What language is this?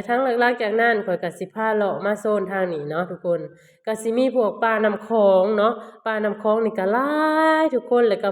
Lao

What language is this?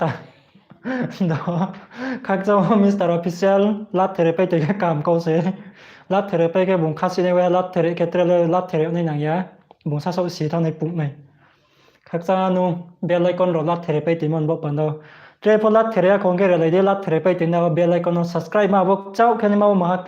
Riang (India)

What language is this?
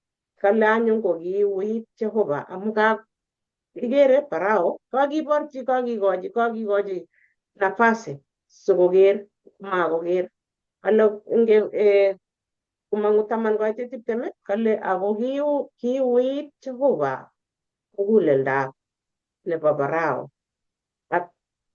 Kalenjin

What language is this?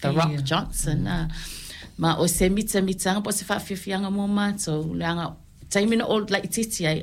Samoan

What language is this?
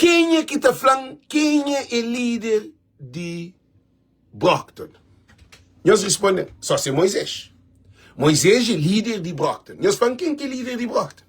Kabuverdianu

